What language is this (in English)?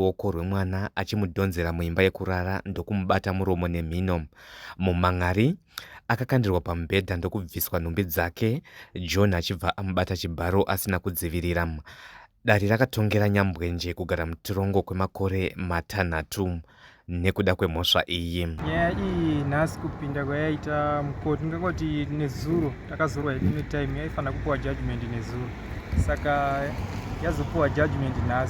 Shona